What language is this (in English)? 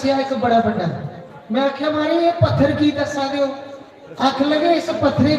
Dogri